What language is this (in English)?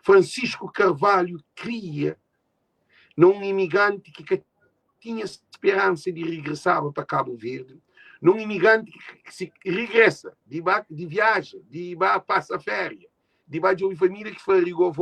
Kabuverdianu